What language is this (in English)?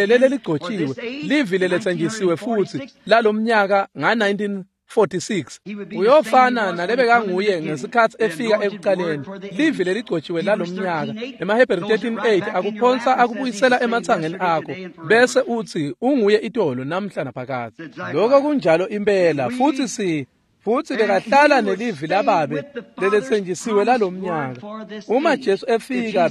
Swati